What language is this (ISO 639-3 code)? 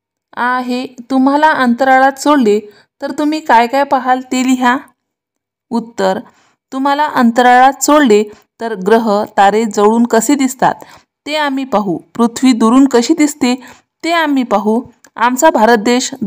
mar